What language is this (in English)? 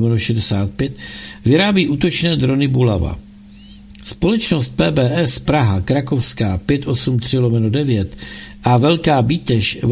Czech